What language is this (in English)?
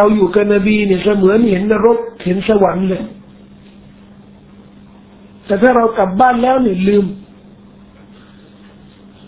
Thai